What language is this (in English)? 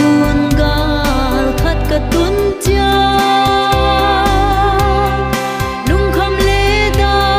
Paite Chin